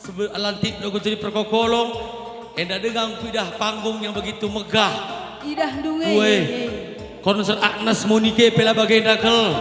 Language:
Batak Karo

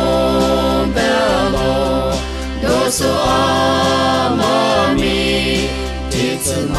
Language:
Lisu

